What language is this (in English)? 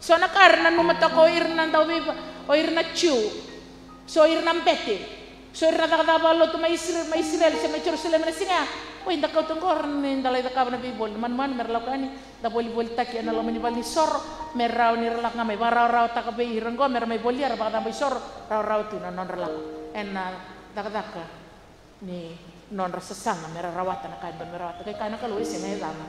Fijian